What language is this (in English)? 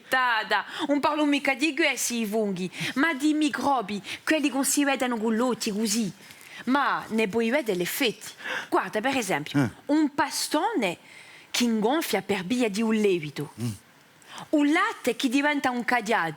Corsican